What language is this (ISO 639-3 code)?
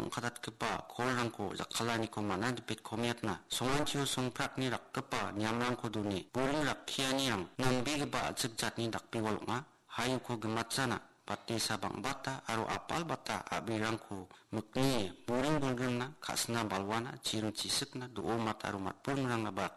grt